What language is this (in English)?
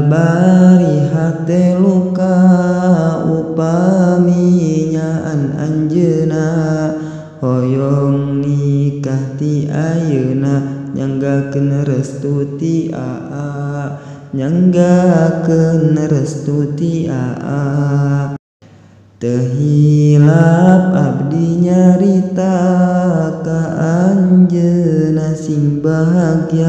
Sundanese